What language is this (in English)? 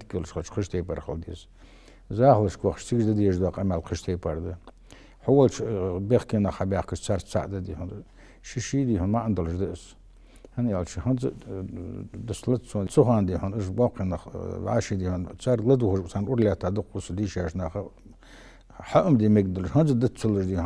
Ingush